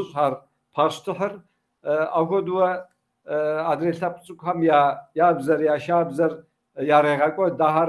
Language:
Kabardian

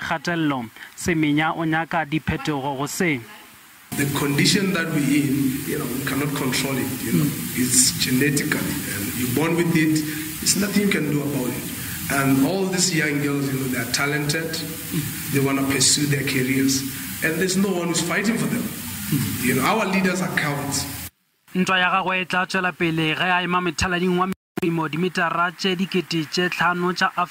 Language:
Northern Sotho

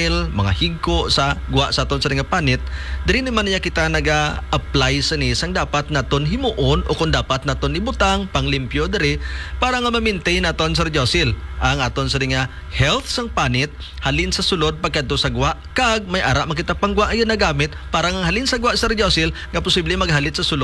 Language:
Hiligaynon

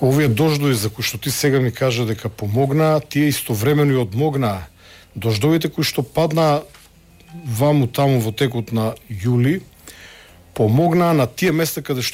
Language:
Macedonian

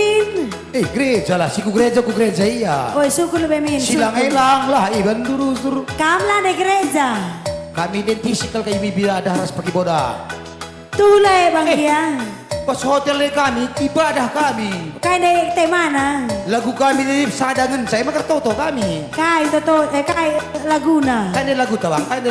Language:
Batak Karo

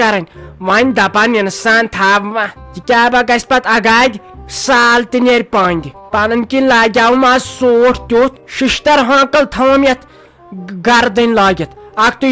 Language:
Kashmiri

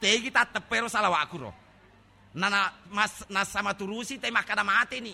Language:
Buginese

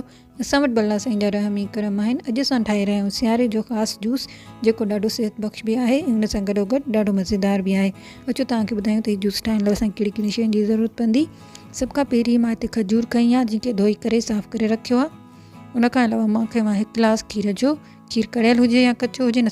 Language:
Sindhi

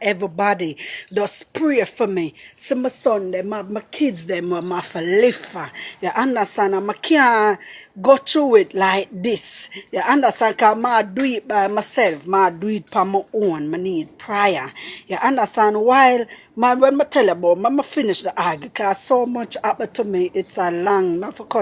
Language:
Jamaican Creole English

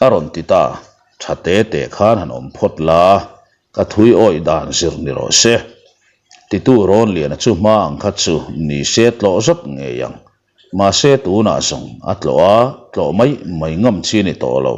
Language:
Mizo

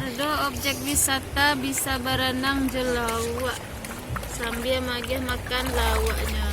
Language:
Minangkabau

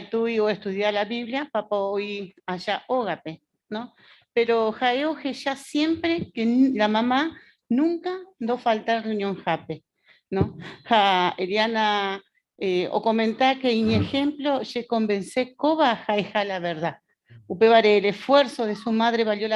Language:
Guarani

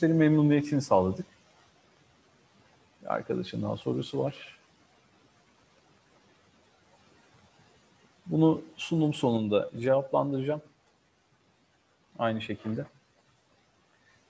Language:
Turkish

